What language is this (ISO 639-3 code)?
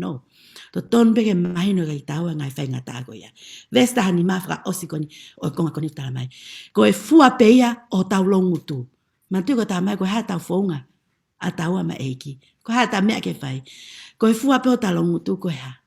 ton